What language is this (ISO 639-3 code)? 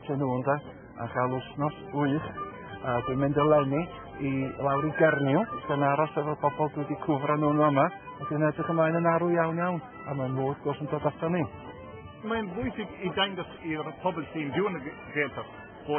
cym